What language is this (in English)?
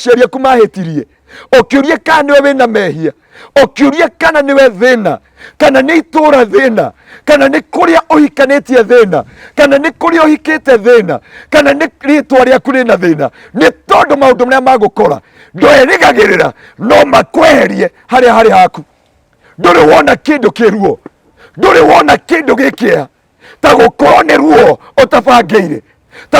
Kikuyu